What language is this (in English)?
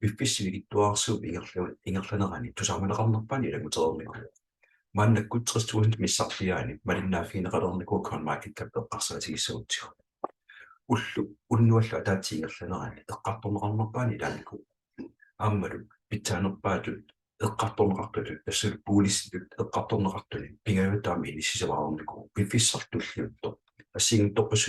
Kalaallisut